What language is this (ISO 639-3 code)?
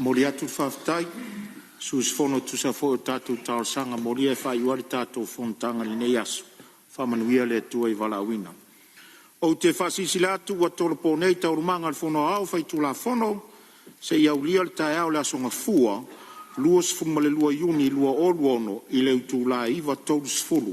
smo